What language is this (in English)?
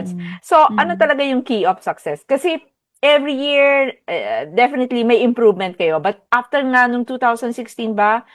Filipino